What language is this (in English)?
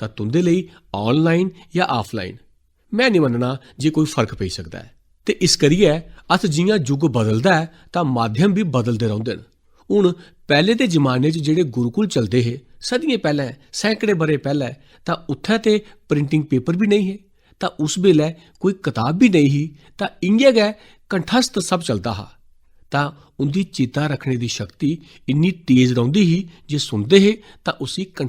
Dogri